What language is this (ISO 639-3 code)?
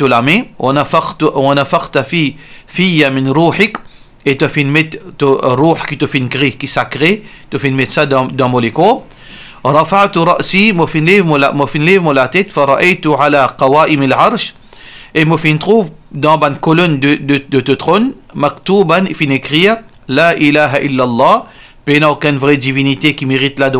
mfe